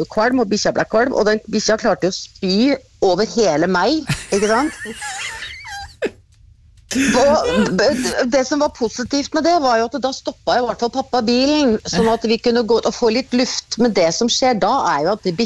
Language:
Norwegian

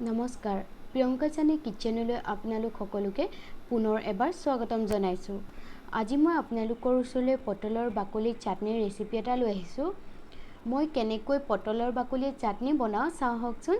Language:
Assamese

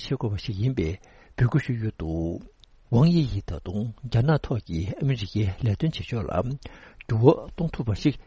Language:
Tibetan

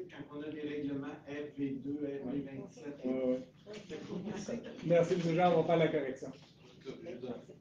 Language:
French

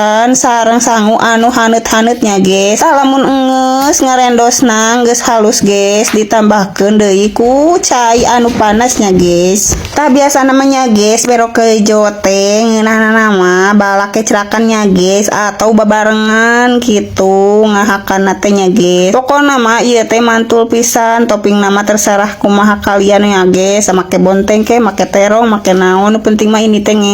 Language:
Sundanese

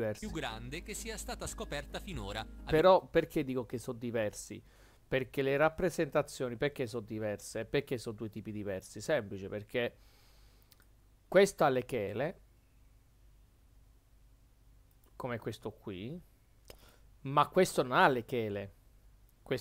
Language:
Italian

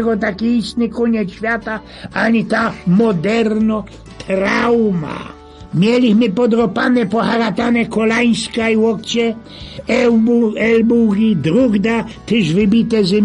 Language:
Silesian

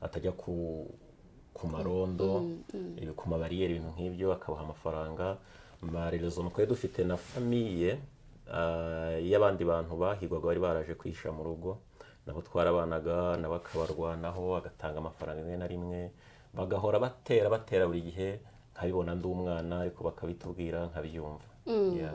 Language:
Kinyarwanda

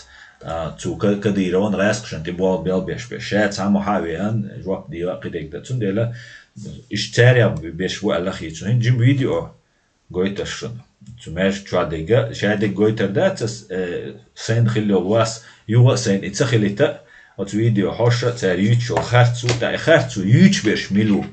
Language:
Chechen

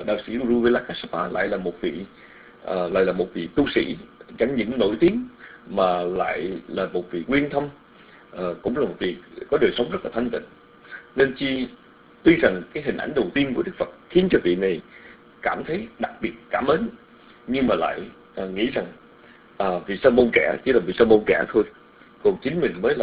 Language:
Vietnamese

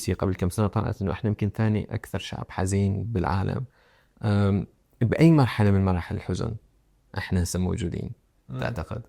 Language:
Mesopotamian Arabic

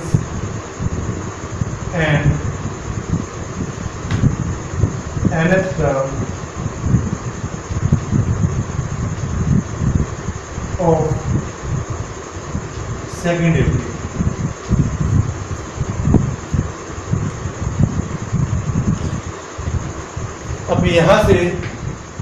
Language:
Hindi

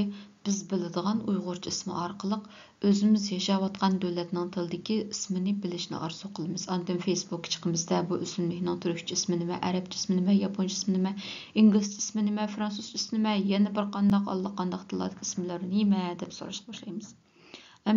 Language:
Uyghur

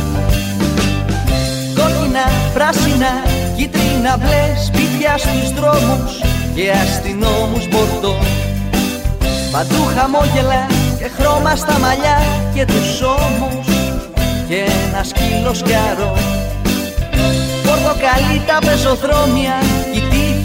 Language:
Greek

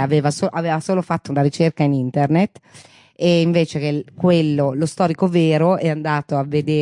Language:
Italian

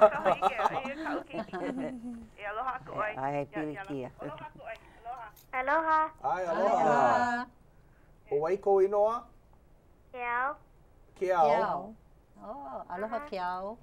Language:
Hawaiian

